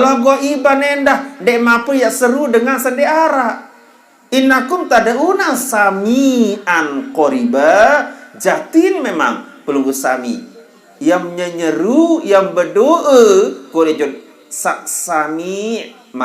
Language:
Sasak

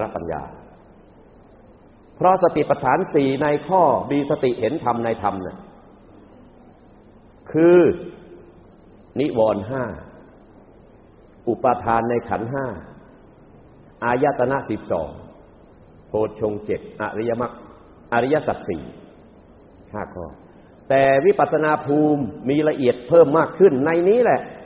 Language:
Thai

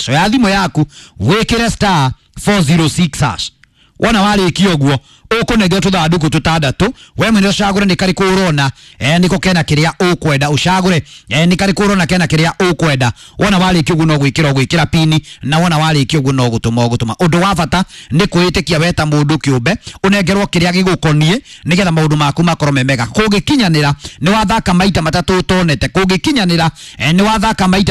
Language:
Kikuyu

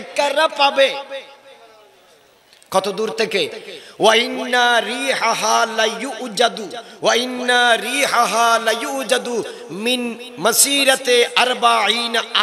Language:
Bangla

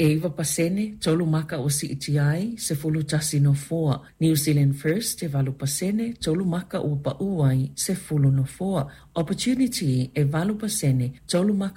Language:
Samoan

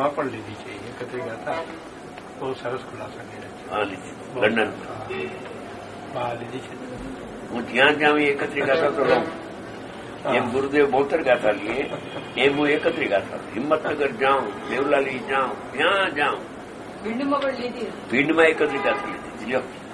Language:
Gujarati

